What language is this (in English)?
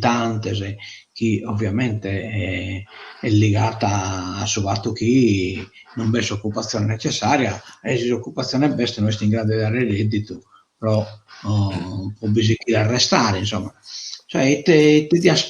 Sardinian